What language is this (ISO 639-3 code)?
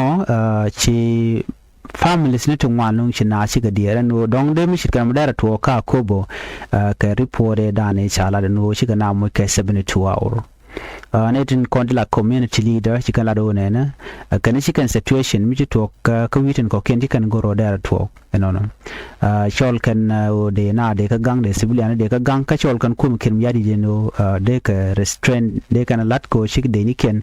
nus